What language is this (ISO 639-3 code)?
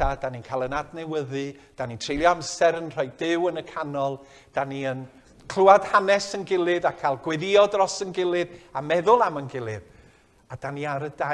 cym